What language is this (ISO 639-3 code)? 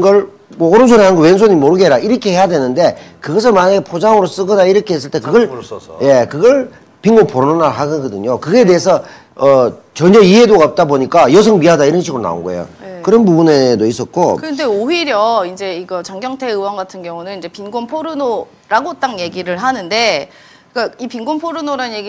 kor